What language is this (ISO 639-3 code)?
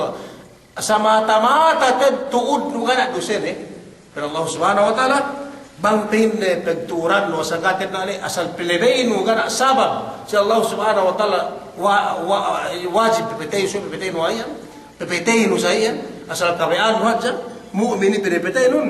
yka